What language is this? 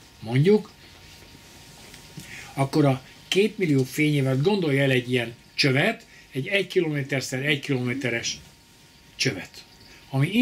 Hungarian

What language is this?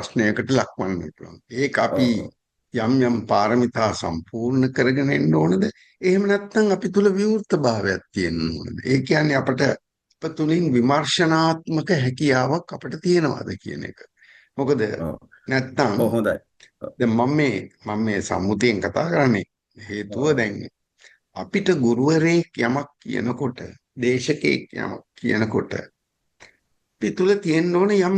Sinhala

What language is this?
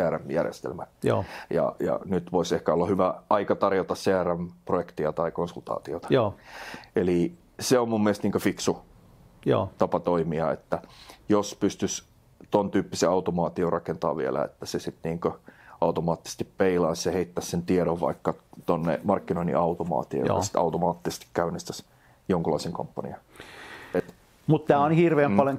Finnish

